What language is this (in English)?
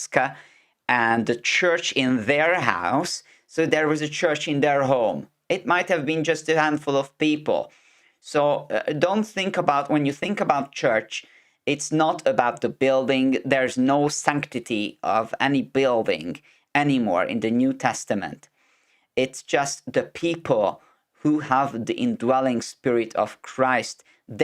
English